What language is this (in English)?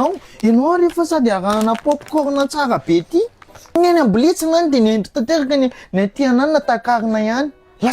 Malagasy